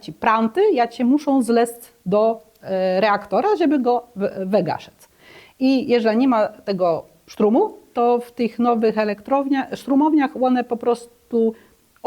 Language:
Kashubian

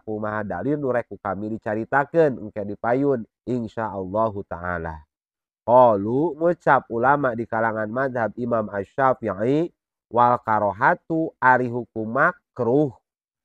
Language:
Sundanese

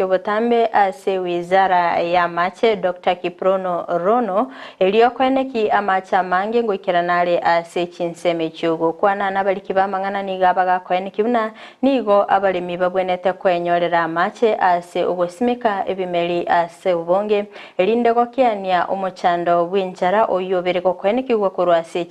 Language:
Gusii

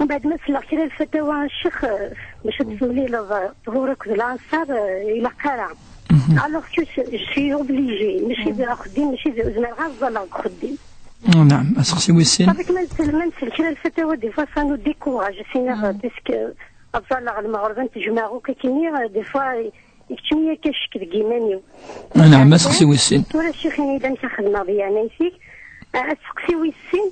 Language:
Kabyle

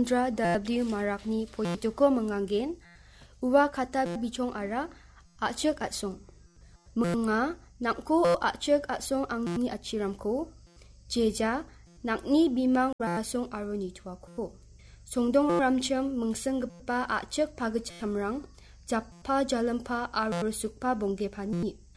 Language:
Garo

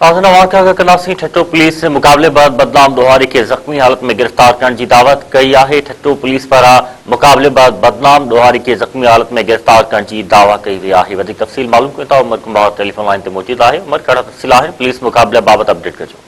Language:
Sindhi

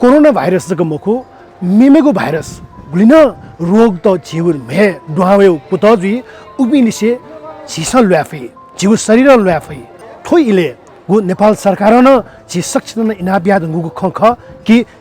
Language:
Newari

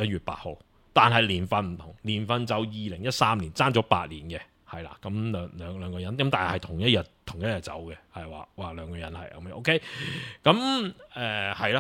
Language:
Cantonese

